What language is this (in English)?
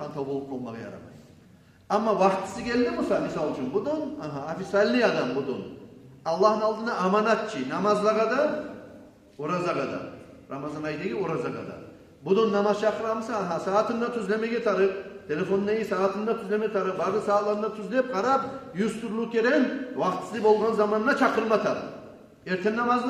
Kumyk